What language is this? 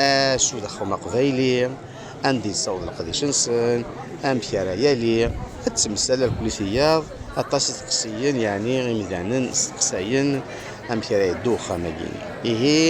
Kabyle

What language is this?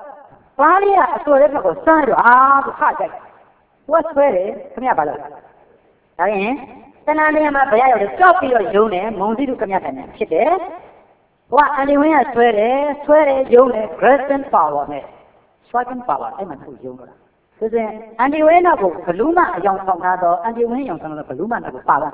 Burmese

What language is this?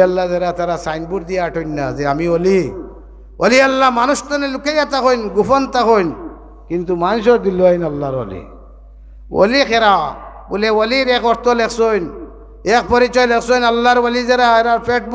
Sylheti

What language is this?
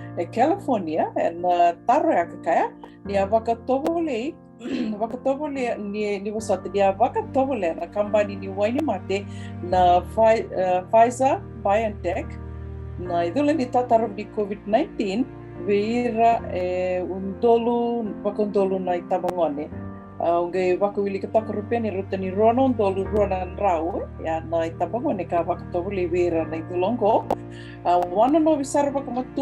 Fijian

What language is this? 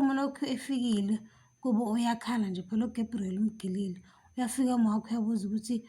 Zulu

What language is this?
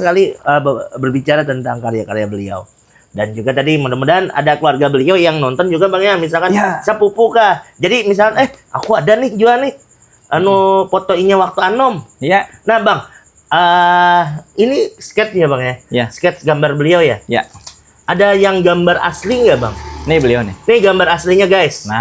Banjar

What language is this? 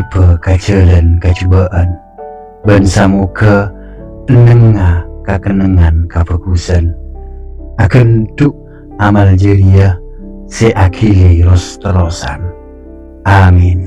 Madurese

